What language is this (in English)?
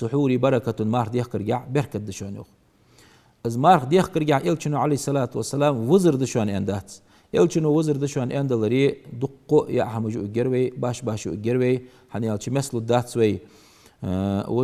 Ingush